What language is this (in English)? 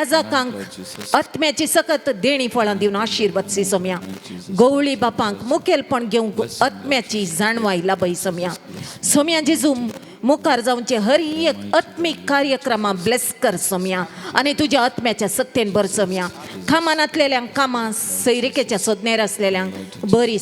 Konkani